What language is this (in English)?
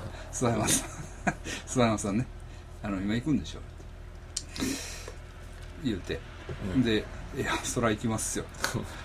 Japanese